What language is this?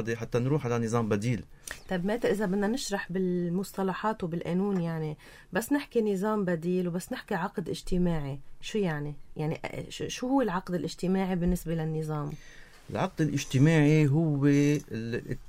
North Levantine Arabic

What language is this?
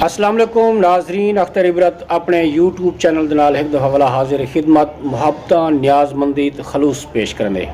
Saraiki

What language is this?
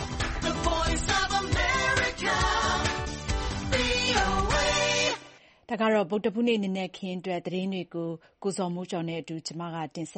Burmese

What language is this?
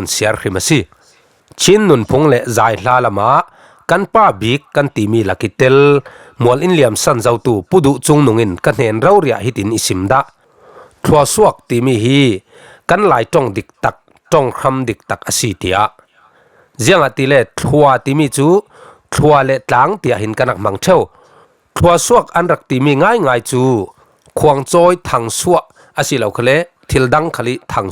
Falam Chin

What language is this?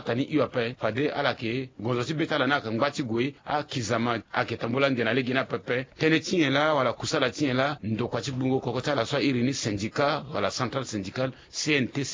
Sango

